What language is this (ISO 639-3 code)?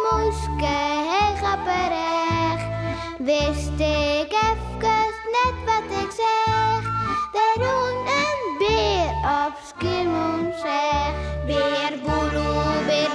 fry